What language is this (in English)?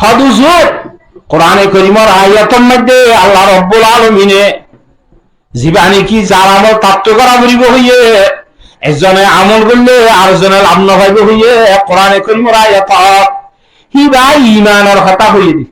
Rohingya